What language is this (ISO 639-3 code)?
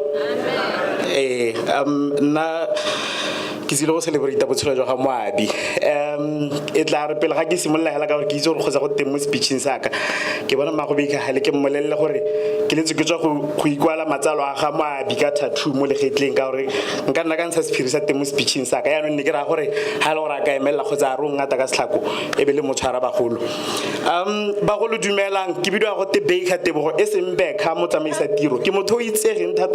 tsn